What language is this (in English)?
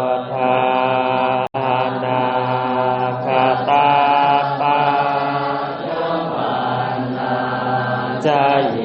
Pali